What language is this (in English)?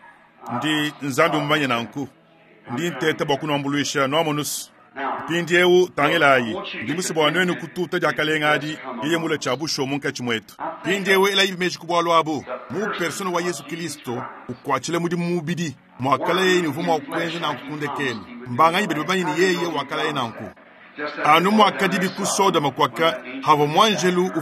Luba-Lulua